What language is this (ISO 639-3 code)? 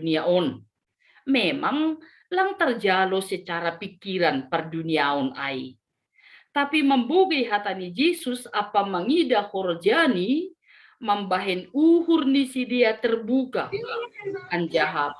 bts